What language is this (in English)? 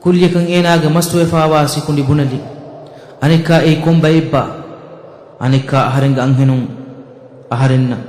Divehi